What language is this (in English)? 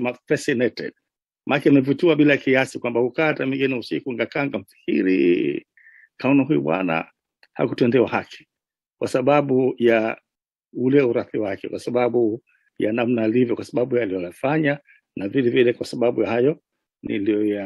Swahili